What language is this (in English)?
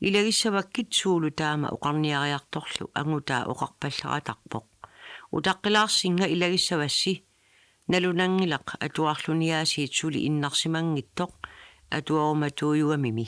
Kalaallisut